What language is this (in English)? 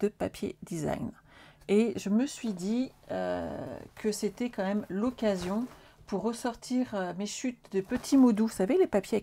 French